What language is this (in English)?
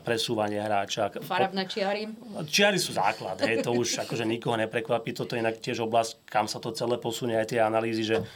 Slovak